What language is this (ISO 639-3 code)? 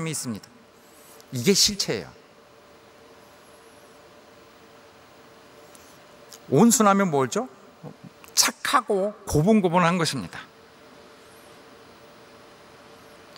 kor